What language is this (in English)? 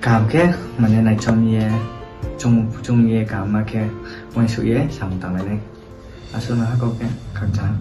Riang (India)